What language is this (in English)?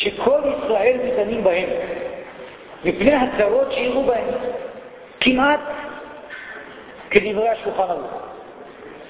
Hebrew